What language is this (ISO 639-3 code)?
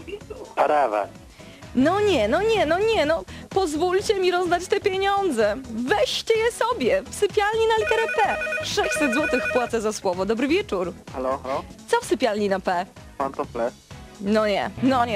pol